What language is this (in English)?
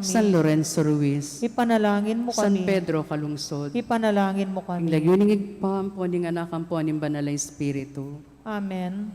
Pampanga